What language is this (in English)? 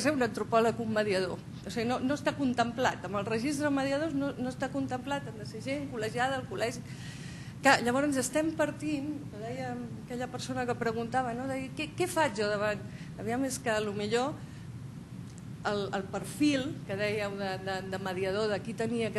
Catalan